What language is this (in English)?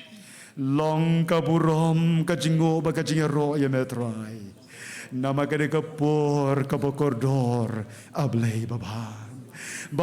Khasi